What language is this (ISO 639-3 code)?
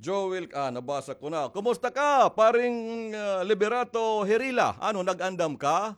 war